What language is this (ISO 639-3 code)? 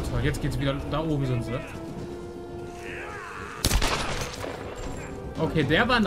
deu